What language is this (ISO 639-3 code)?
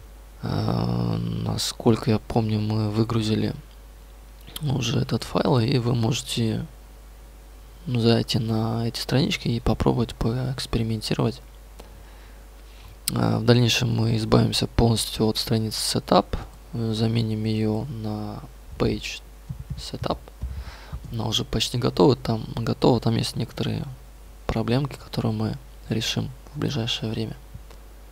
rus